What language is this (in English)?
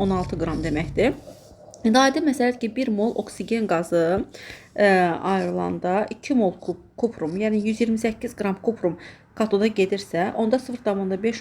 Azerbaijani